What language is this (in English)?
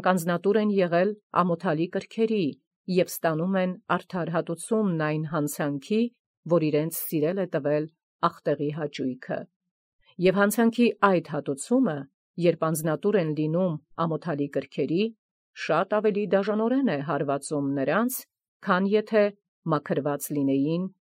Armenian